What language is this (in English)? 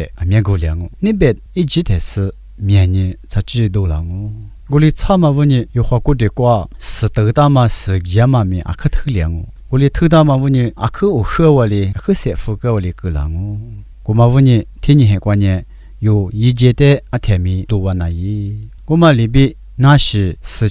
Lisu